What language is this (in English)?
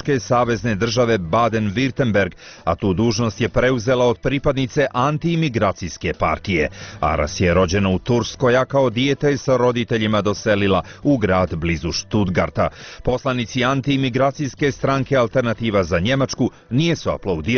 Bosnian